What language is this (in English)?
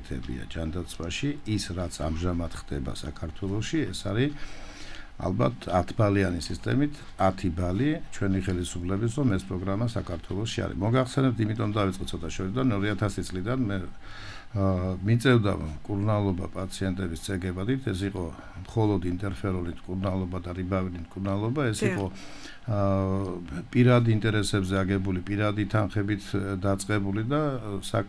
Georgian